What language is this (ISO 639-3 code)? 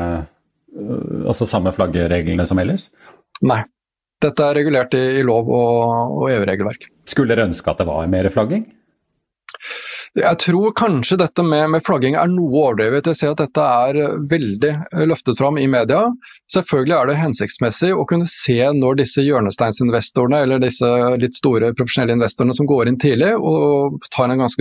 nor